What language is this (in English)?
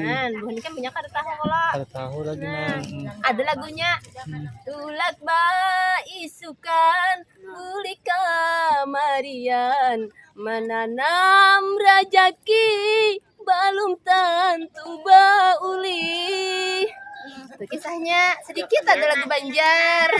Banjar